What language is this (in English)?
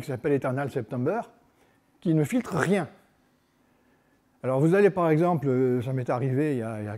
French